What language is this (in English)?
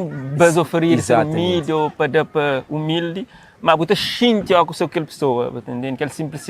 Kabuverdianu